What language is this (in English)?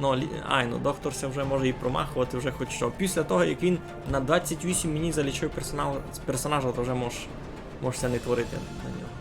Rusyn